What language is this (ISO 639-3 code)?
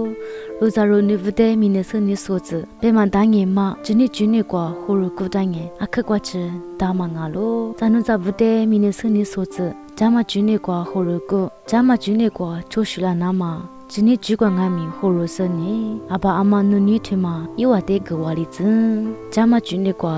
lis